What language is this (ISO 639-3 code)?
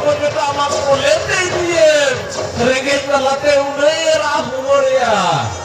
sat